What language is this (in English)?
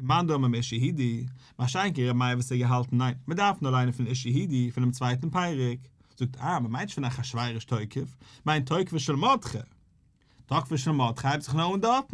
Yiddish